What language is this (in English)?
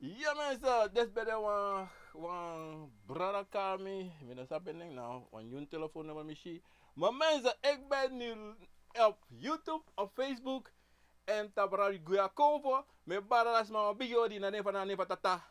Sranan Tongo